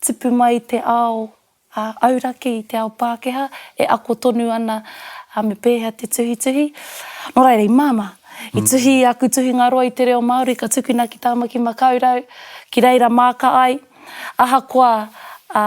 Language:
Māori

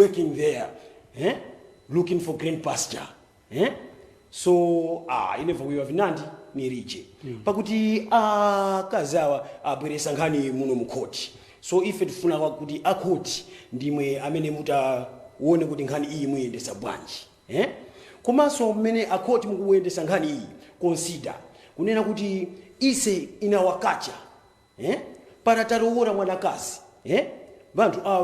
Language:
Nyanja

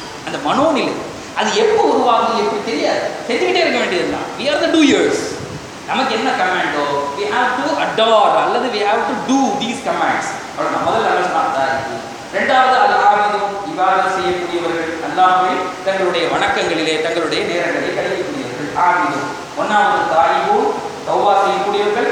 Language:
Tamil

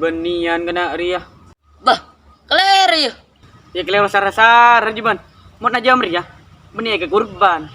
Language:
Madurese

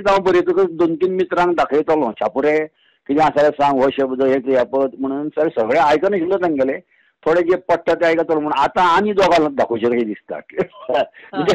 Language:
Konkani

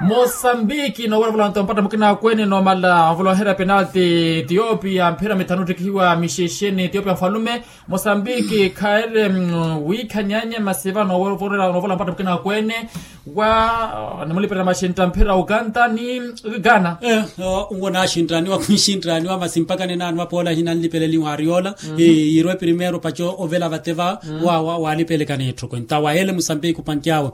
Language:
Makhuwa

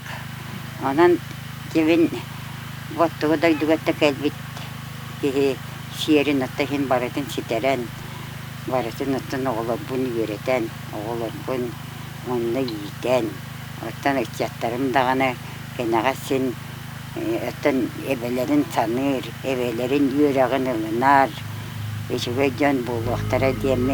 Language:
Yakut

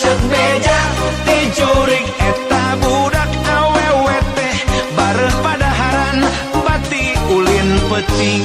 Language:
Sundanese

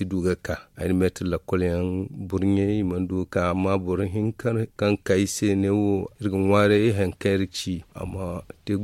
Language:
Zarma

